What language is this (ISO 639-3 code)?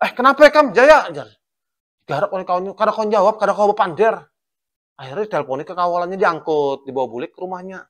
bjn